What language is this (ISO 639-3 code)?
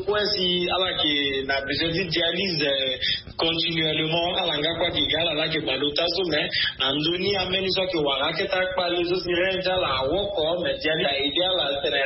sag